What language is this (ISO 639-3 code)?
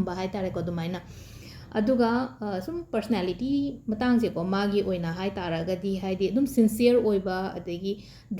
mni